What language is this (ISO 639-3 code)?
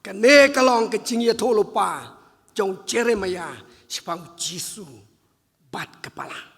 kha